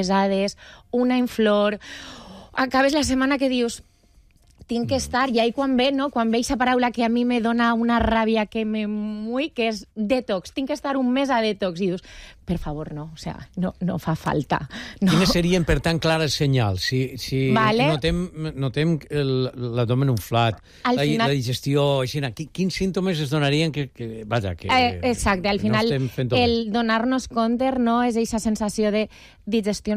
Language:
Catalan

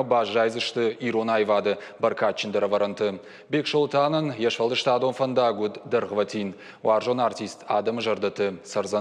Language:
Ossetic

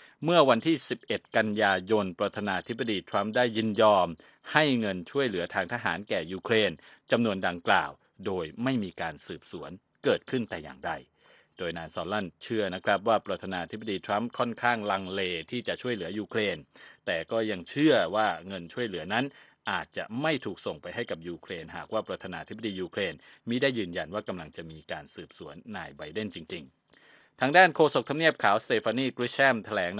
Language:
Thai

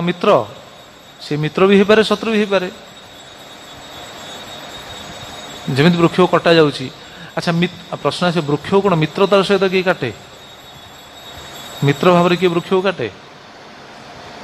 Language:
Odia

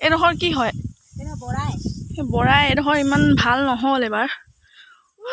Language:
Assamese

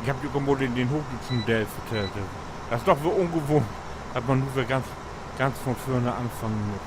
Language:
Low German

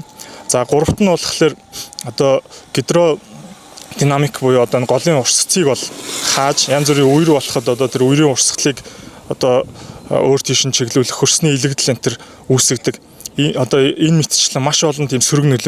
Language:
Mongolian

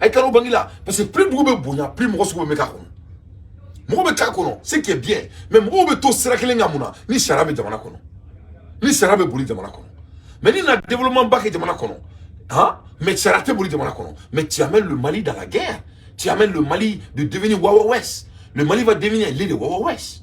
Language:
Bambara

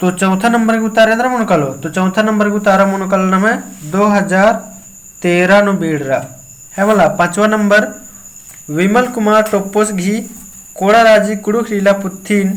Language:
Kurukh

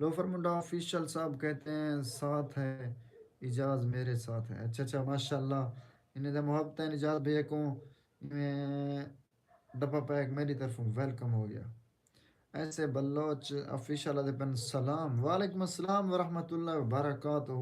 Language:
Saraiki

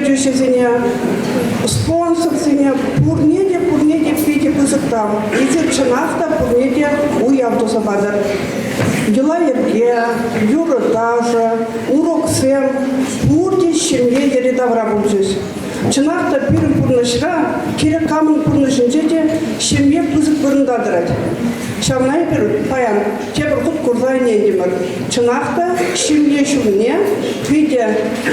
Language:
Chuvash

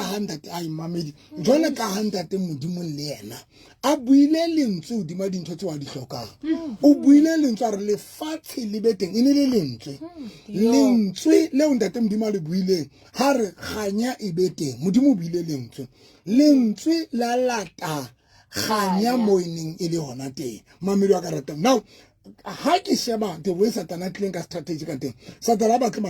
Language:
Southern Sotho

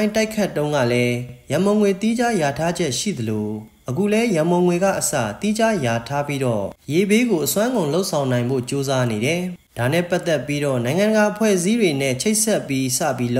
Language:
Burmese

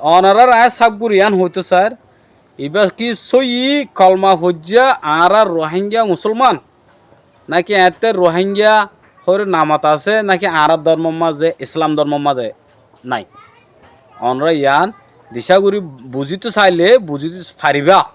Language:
Rohingya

